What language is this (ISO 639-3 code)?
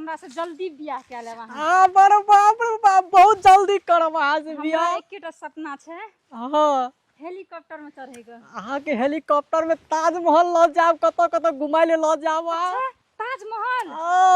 mai